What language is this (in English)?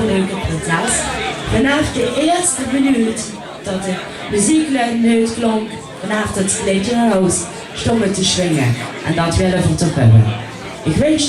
Limburgish